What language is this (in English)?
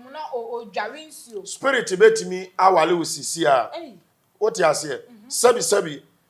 Akan